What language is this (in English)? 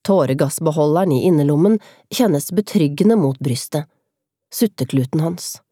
Norwegian